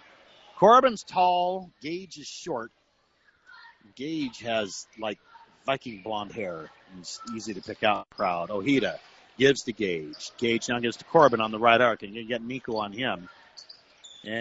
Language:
English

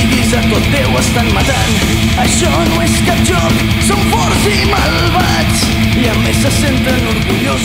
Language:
Catalan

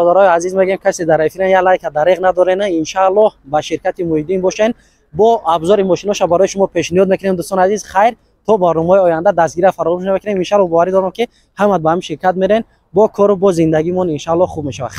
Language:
Tajik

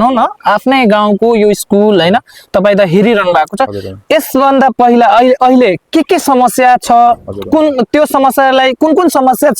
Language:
Nepali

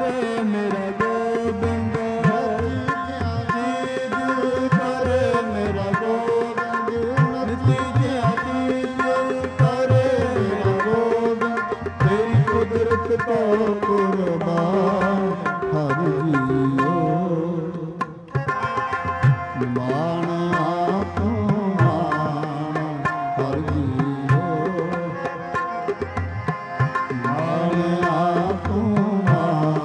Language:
Punjabi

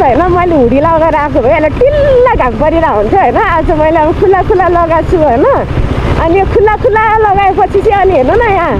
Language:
Nepali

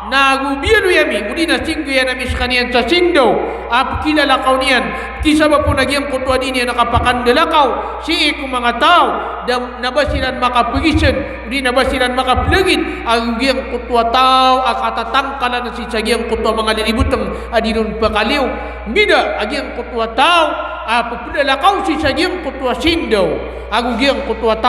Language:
Maranao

